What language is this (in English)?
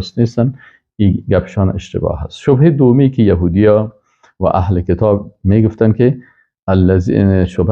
Persian